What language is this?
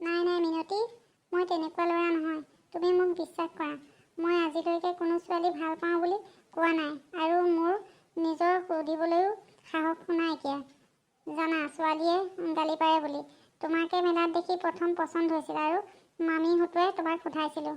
Assamese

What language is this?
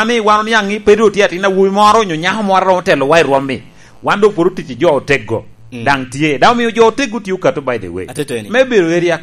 Lango (Uganda)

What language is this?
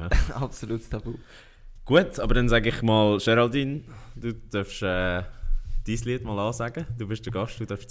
Swiss German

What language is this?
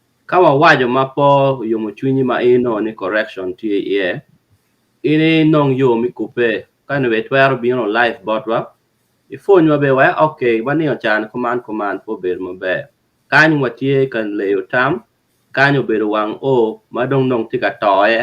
Acoli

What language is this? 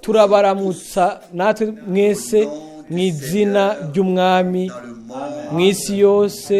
Rundi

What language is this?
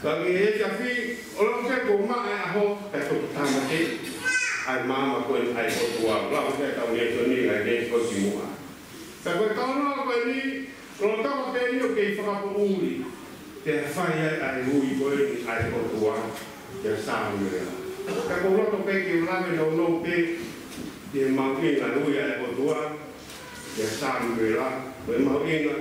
Tongan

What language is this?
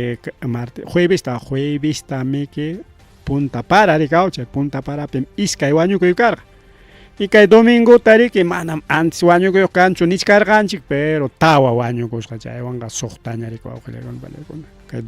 Ayacucho Quechua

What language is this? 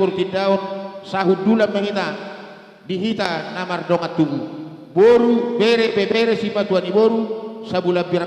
Batak Karo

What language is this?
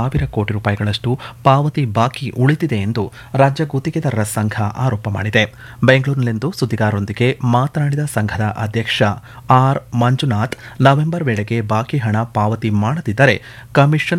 Kannada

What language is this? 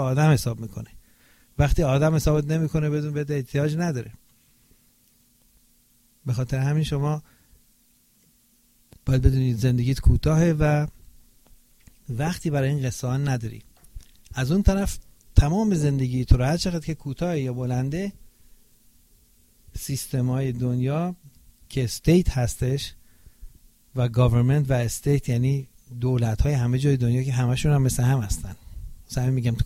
Persian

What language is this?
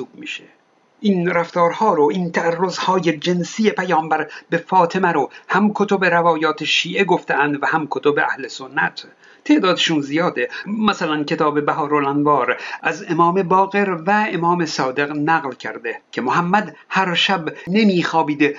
Persian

